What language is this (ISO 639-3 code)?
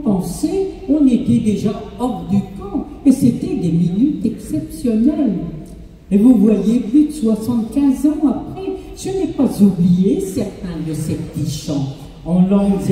fra